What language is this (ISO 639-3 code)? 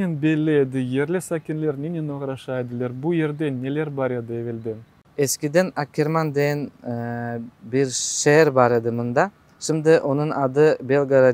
crh